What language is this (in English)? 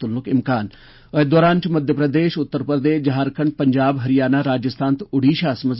Kashmiri